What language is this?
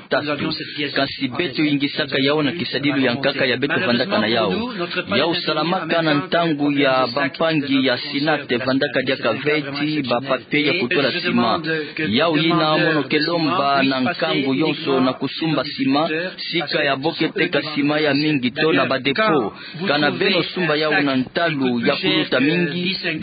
Kituba (Democratic Republic of Congo)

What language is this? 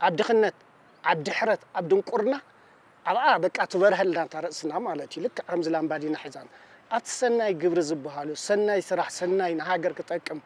Tigrinya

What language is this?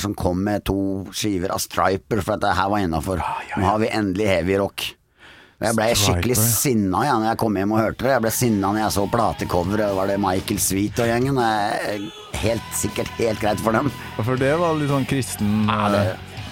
Norwegian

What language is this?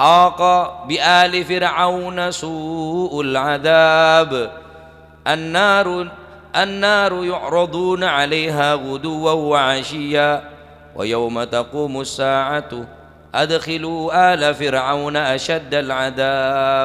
Madurese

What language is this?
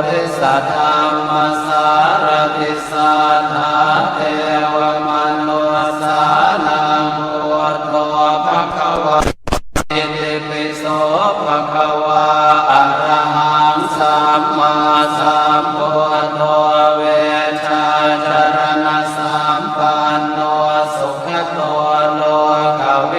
Pali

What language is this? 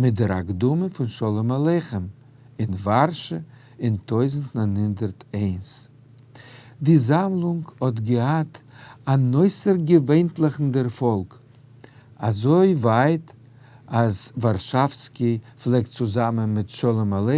Yiddish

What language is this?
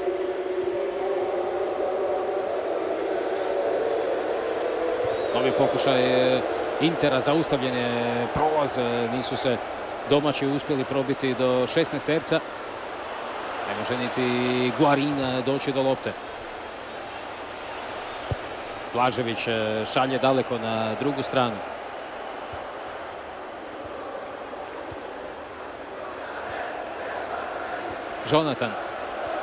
Croatian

